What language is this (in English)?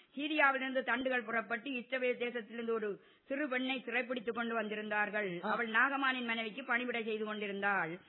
Tamil